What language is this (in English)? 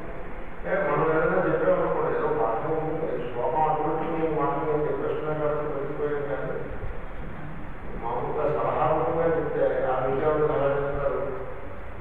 Telugu